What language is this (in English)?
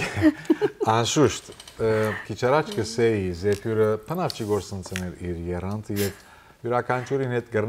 Western Armenian